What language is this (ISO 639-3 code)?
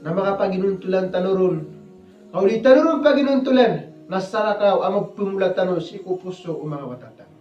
mrw